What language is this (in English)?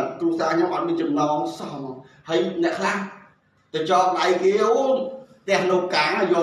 Khmer